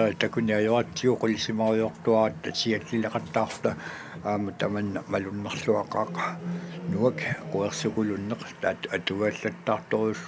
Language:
Kalaallisut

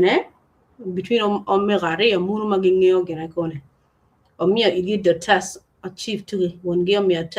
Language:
Acoli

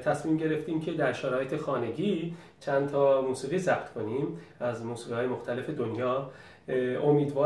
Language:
Persian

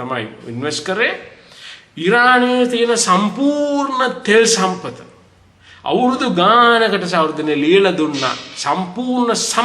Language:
Sinhala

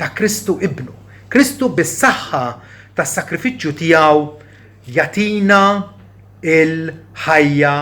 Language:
Maltese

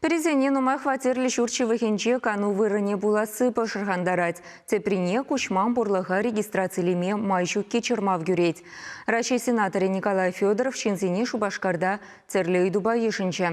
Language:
Chuvash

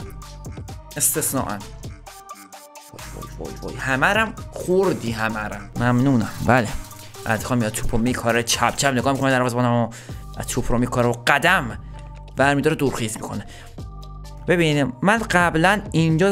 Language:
Persian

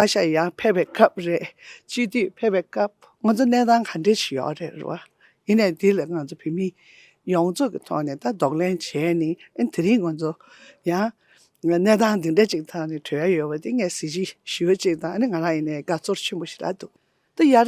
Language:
Tibetan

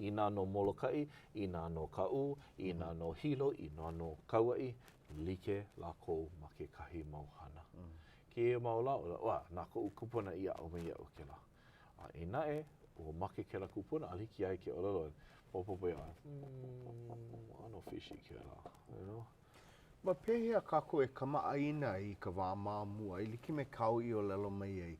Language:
Hawaiian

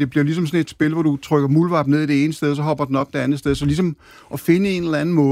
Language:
Danish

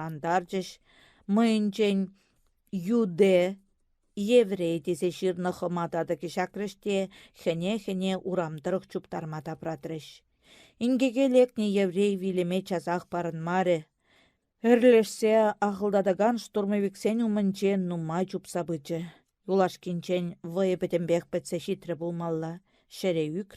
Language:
Chuvash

